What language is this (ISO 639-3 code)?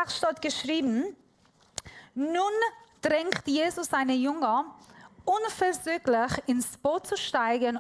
gsw